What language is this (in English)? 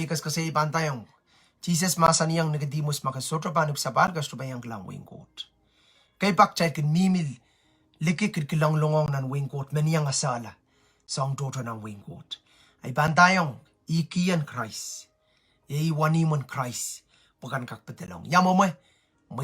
Pohnpeian